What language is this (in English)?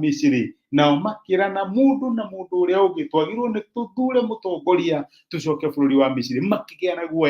Kikuyu